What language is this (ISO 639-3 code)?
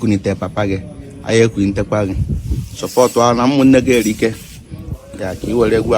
ibo